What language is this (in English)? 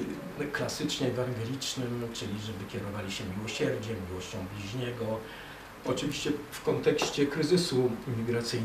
Polish